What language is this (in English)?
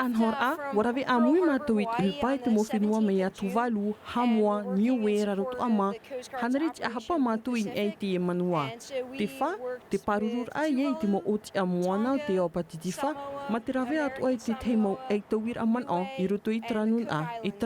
Tahitian